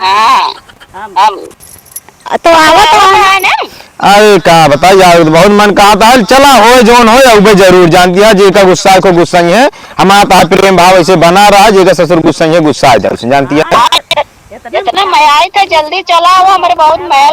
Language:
Awadhi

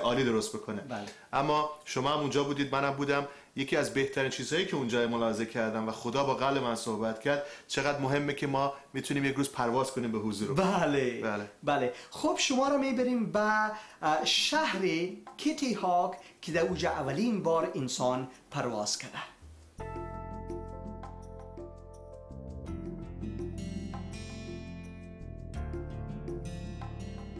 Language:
Persian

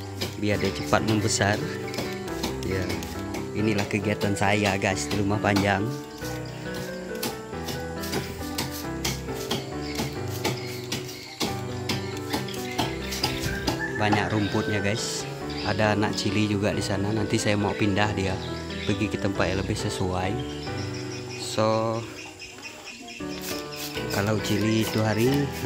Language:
Malay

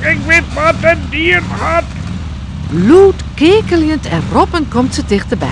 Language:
Western Frisian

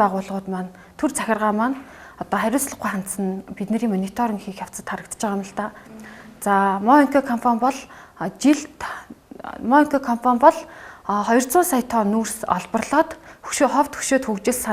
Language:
Mongolian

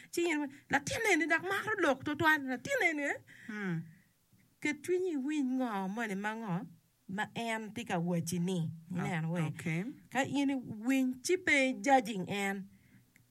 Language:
Acoli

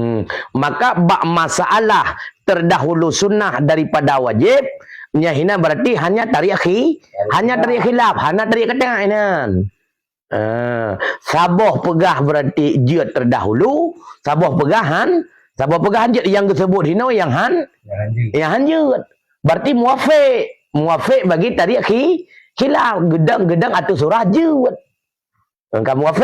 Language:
Achinese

